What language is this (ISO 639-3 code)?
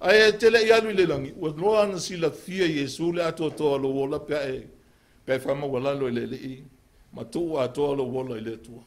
smo